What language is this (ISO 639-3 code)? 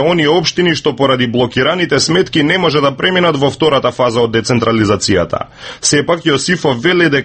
mkd